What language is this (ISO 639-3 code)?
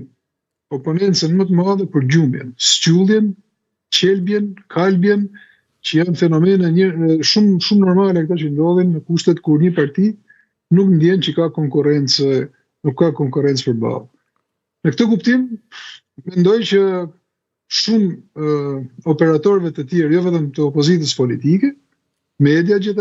sqi